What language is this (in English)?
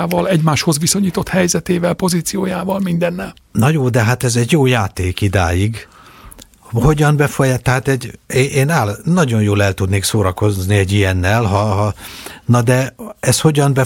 Hungarian